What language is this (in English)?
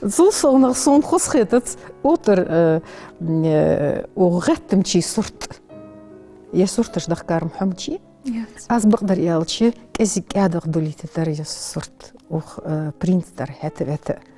Ingush